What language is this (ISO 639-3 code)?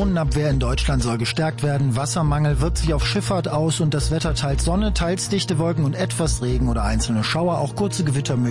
deu